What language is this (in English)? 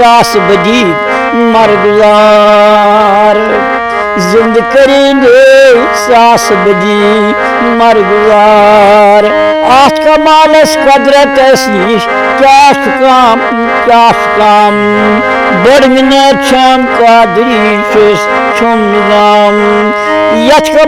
Kashmiri